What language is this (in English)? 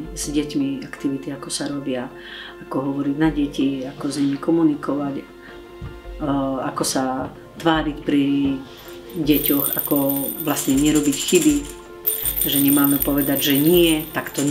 Slovak